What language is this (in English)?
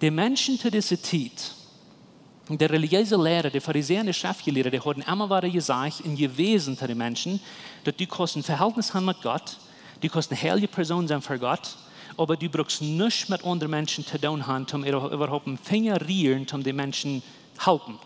Plautdietsch